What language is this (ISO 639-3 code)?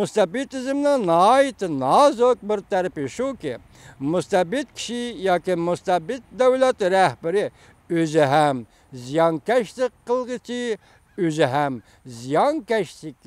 uig